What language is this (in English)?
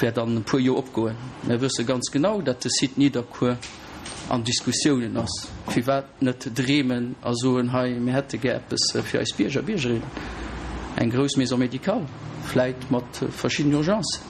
Luxembourgish